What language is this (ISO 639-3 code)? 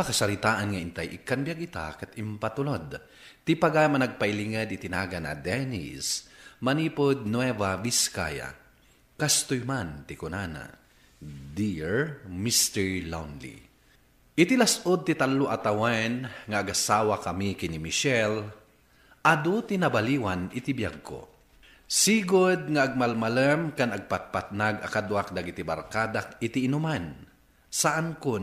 ilo